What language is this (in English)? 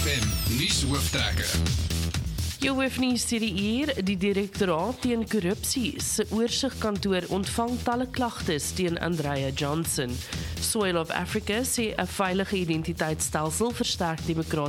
Afrikaans